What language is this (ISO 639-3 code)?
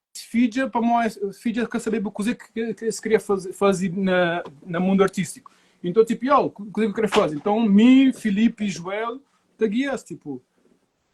kea